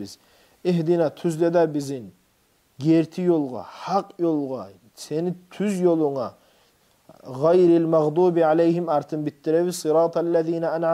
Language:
Kumyk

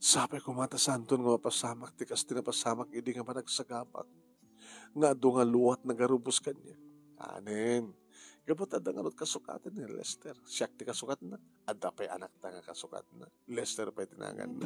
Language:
Iloko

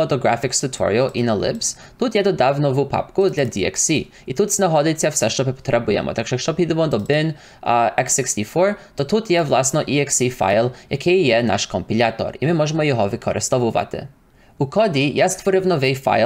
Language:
Ukrainian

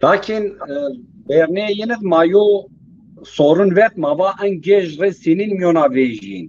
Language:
Zaza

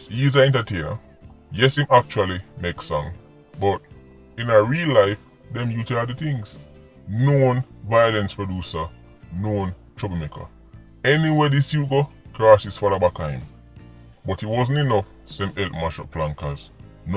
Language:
Jamaican Creole English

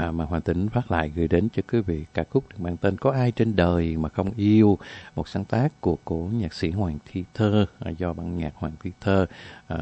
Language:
Vietnamese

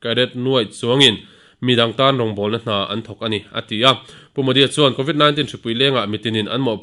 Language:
Mizo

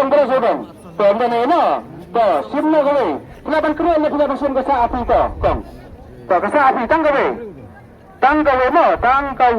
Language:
Khasi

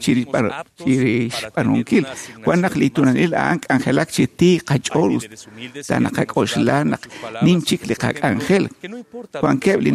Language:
Kekchí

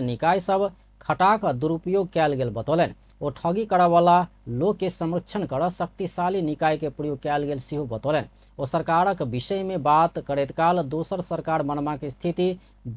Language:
Maithili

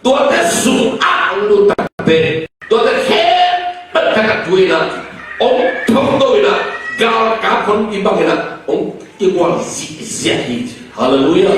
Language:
Tedim Chin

